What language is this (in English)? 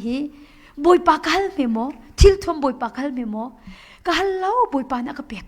Hakha Chin